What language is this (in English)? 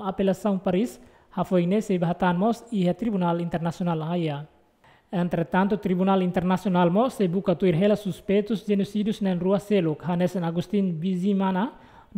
Tetum